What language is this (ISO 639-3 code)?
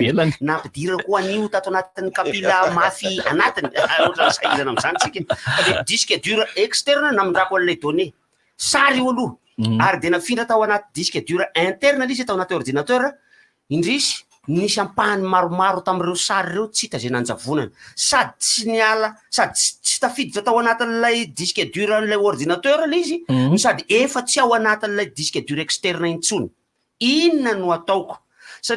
mlg